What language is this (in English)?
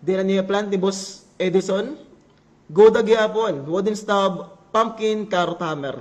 Waray